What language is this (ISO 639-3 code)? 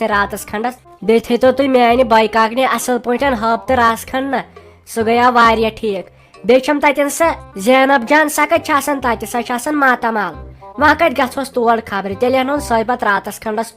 kas